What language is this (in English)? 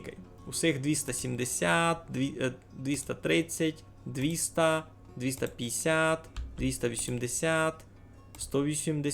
Rusyn